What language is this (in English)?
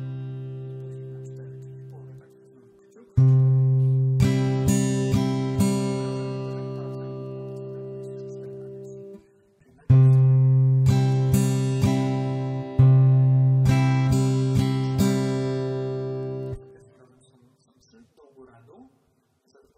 Polish